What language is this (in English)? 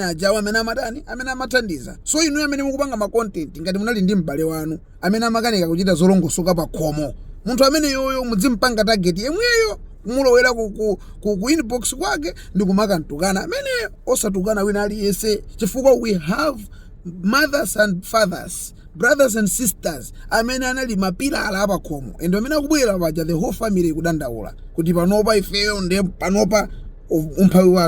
Nyanja